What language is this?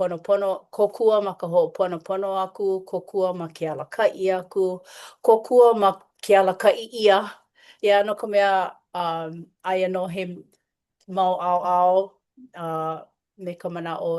Hawaiian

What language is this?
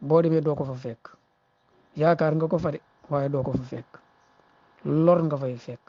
Wolof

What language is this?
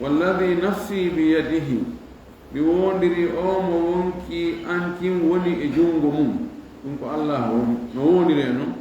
Fula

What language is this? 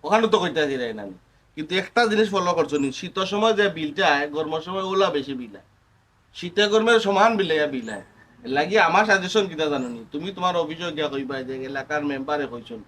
Sylheti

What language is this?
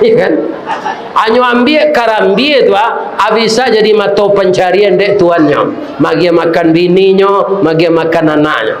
Minangkabau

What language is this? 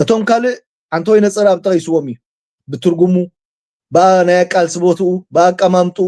Tigrinya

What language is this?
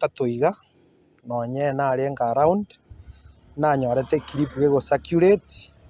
Gusii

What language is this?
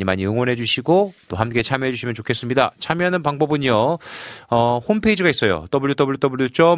Korean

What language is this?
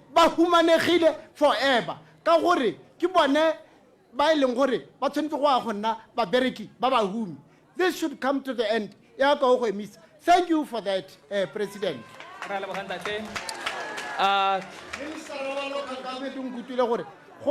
Tswana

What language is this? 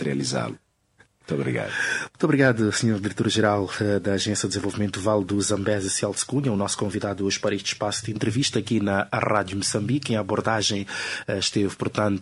Portuguese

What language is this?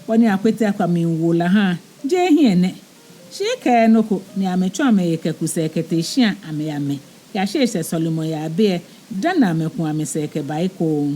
Ga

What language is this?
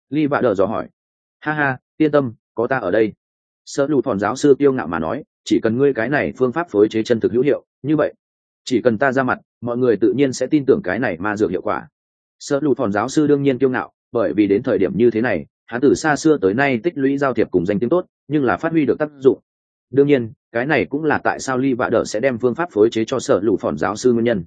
Vietnamese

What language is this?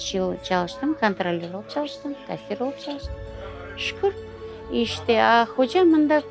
Crimean Tatar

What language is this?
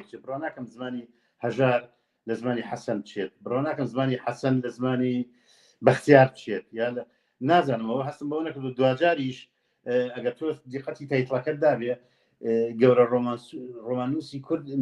Central Kurdish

